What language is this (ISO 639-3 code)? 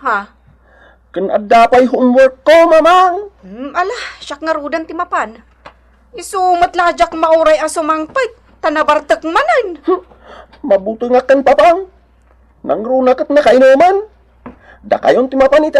ilo